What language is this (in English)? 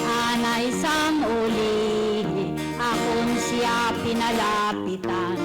Hiligaynon